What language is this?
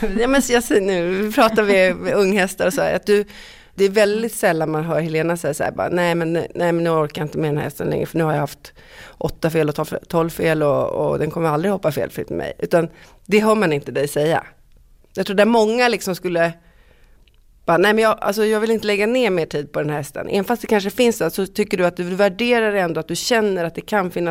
Swedish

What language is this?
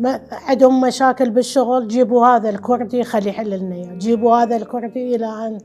Mesopotamian Arabic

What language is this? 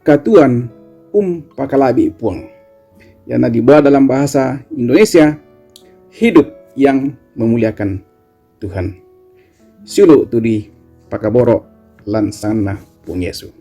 Toraja-Sa'dan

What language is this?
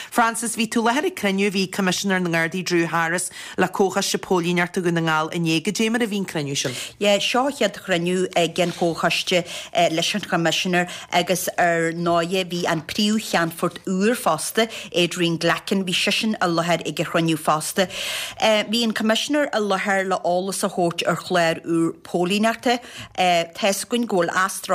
Irish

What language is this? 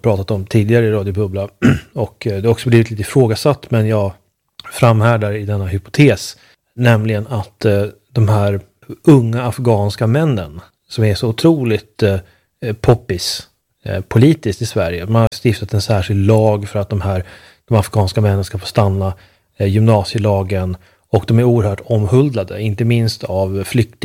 Swedish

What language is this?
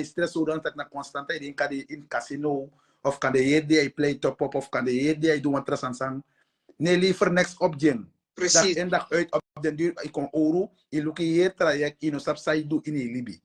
Sranan Tongo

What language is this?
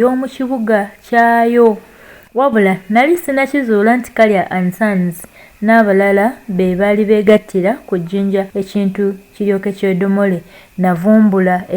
Ganda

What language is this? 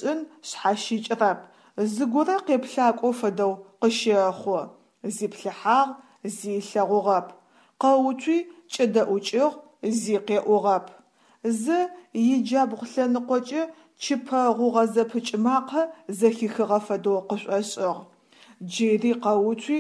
Adyghe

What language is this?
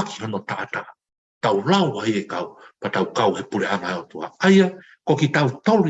Tongan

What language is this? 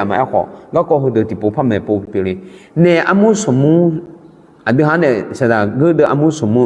Akha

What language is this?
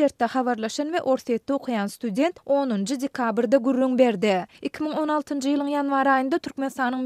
Turkmen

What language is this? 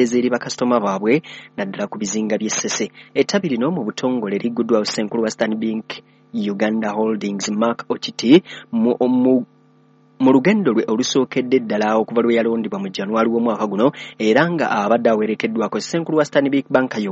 Ganda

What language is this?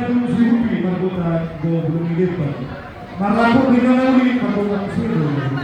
Batak Toba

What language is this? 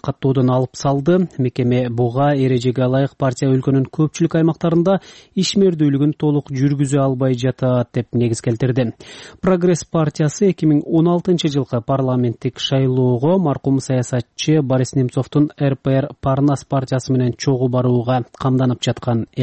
Kyrgyz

